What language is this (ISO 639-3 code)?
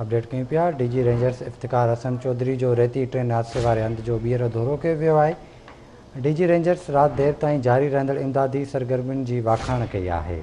snd